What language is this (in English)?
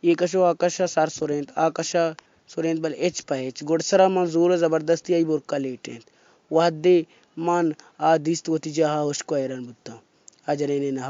Baluchi